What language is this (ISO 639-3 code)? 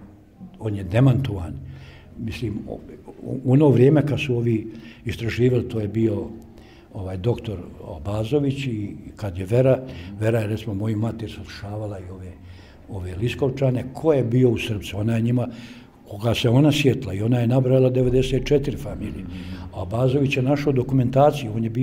bos